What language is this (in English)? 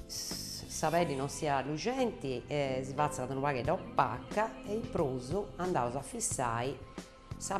Sardinian